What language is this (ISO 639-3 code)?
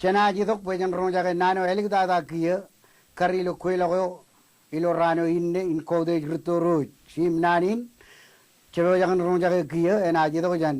mah